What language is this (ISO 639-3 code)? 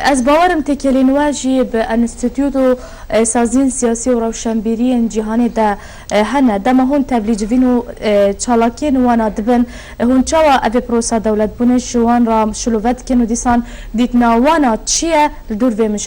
kur